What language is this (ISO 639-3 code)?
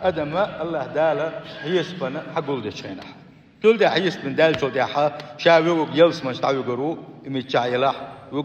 che